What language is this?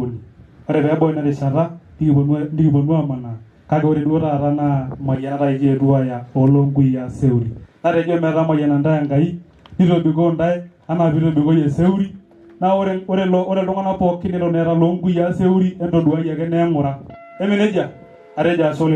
Masai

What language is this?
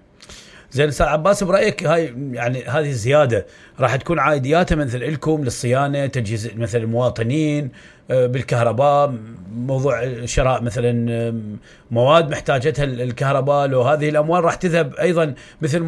Mesopotamian Arabic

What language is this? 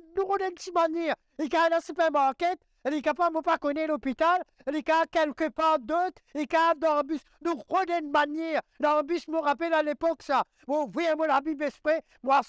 Morisyen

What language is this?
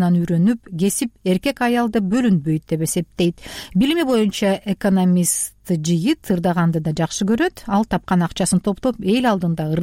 Kyrgyz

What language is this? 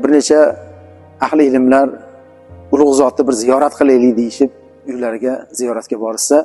Uzbek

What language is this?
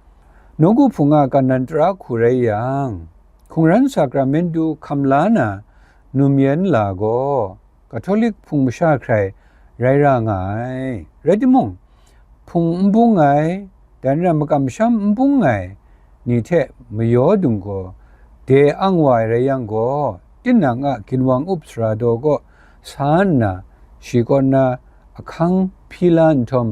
Kachin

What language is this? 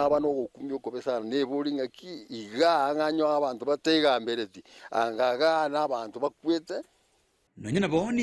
Gusii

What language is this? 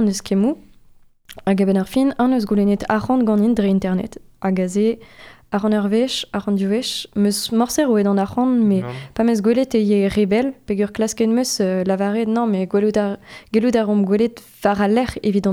Breton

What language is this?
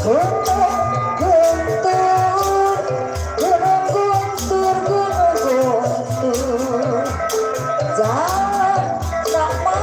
Betawi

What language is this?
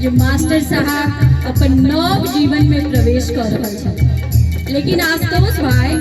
Maithili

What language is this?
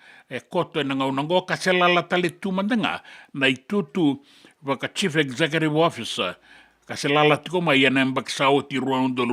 Fijian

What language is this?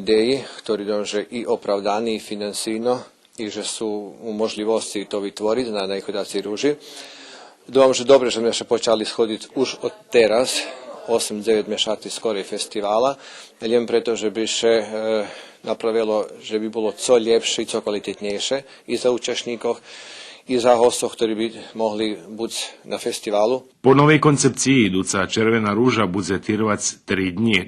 Rusyn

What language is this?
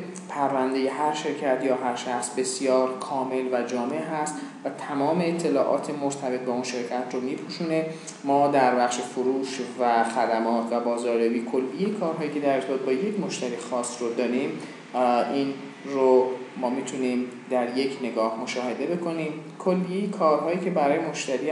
Persian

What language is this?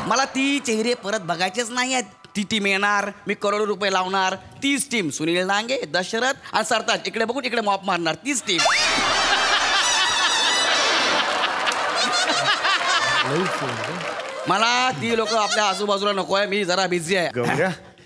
Marathi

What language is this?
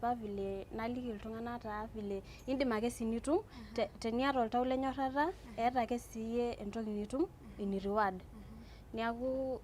Masai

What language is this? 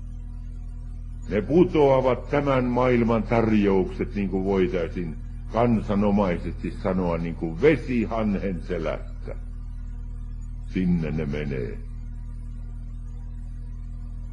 Finnish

